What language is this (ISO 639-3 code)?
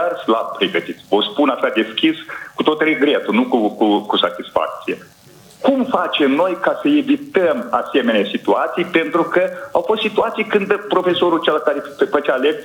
ron